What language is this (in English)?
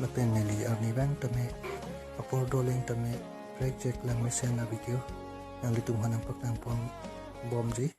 Karbi